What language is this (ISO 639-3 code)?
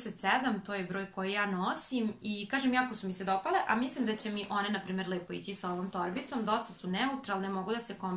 srp